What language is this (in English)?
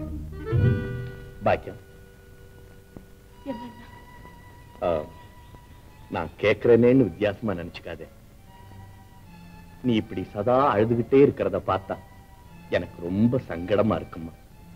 Tamil